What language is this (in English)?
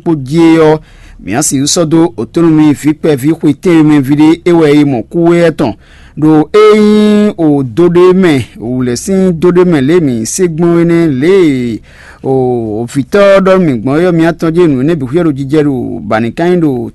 Fon